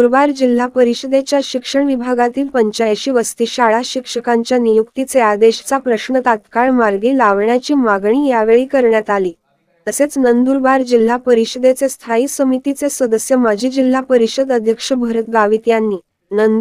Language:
Marathi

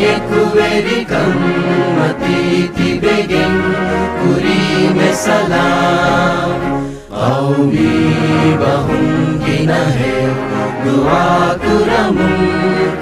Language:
Divehi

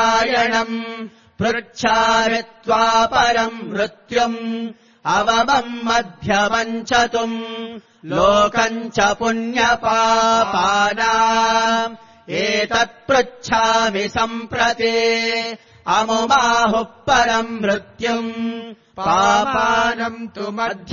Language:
Sanskrit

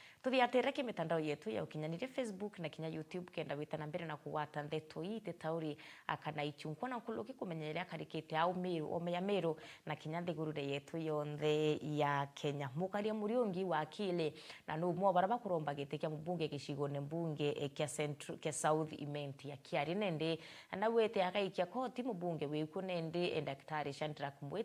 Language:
Meru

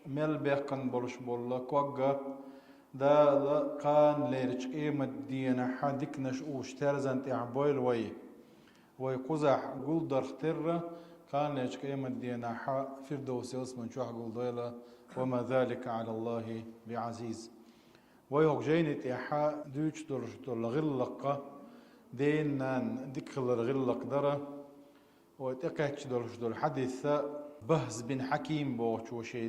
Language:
Chechen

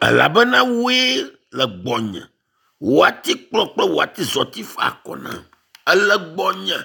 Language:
Ewe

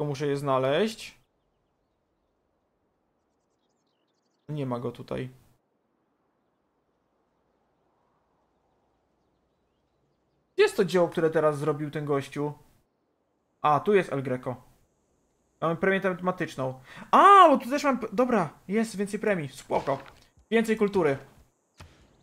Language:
Polish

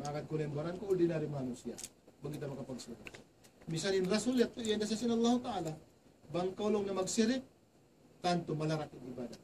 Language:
Tausug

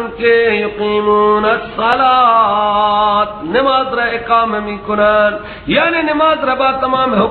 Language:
Persian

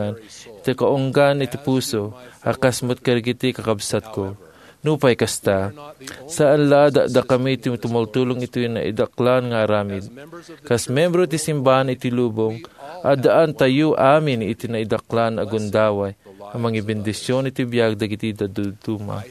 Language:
Iloko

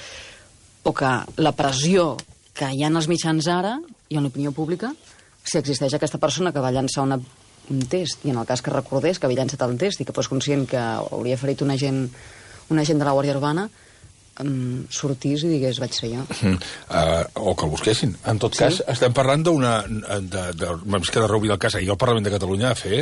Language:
Catalan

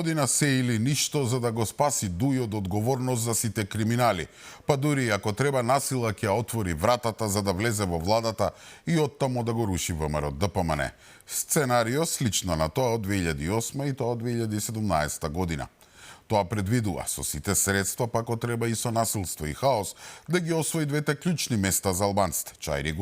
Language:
Macedonian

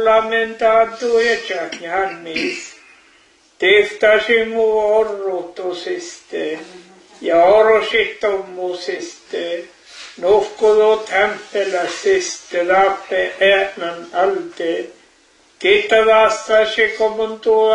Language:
Finnish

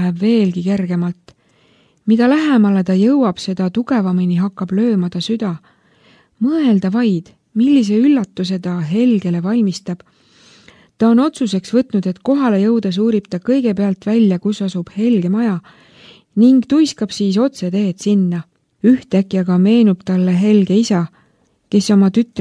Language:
Estonian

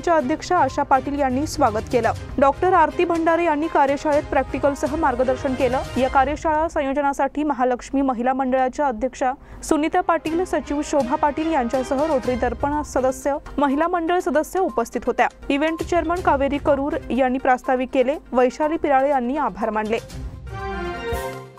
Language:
Marathi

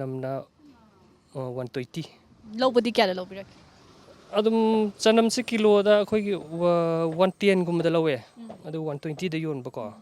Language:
Manipuri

